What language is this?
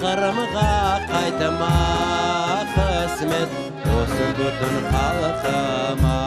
Crimean Tatar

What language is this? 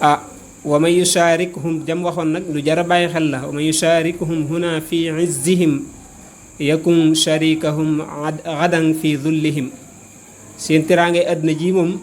Wolof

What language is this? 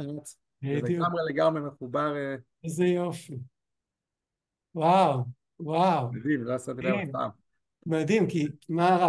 Hebrew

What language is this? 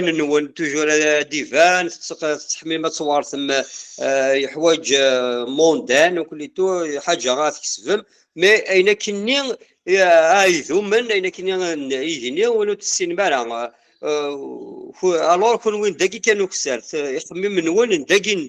Kabyle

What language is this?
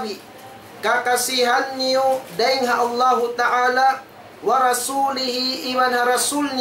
Tausug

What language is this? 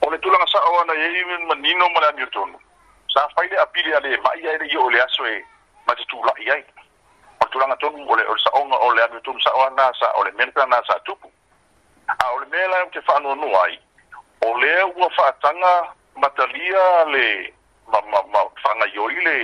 Samoan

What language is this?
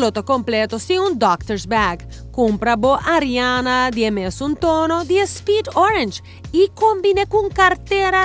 Papiamento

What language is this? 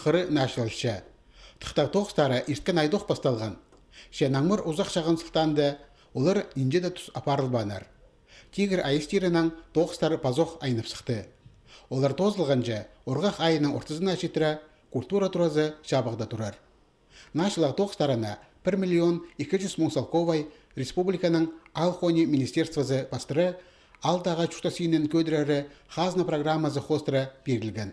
Khakas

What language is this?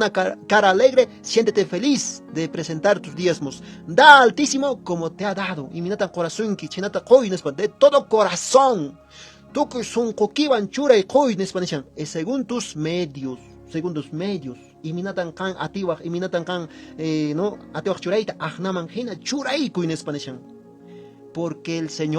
Quechua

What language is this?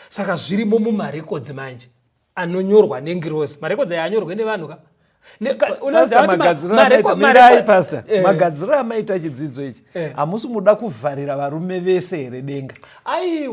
Shona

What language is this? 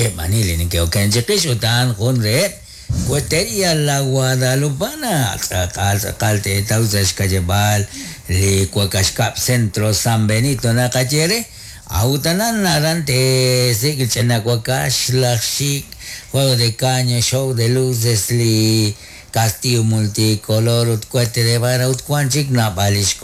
Kekchí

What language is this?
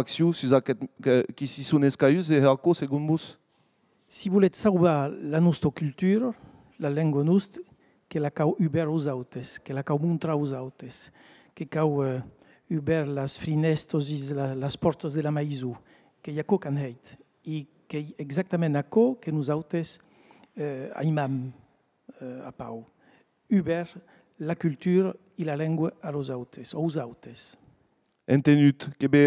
Occitan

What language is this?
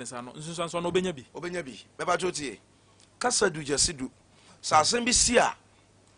Akan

